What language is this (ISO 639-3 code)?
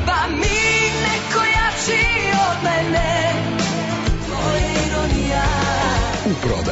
srp